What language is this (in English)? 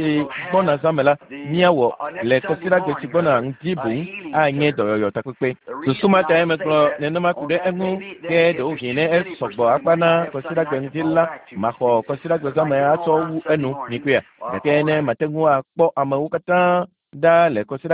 Ewe